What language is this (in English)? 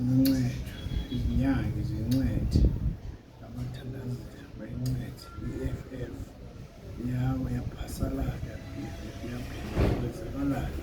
Zulu